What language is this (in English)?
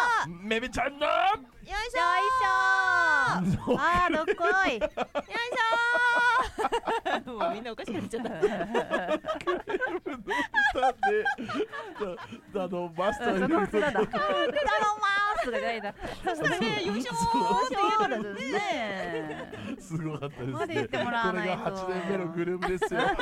Japanese